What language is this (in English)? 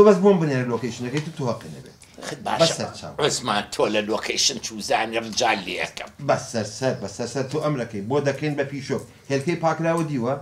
Central Kurdish